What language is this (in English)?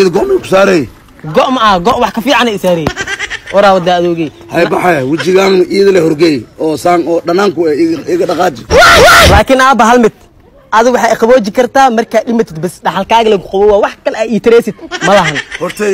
Somali